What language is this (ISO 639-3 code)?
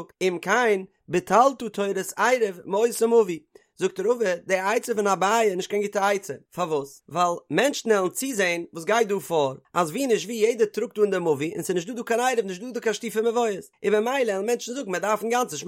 yid